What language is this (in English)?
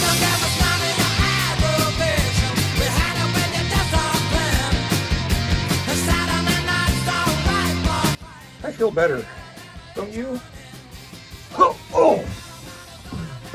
English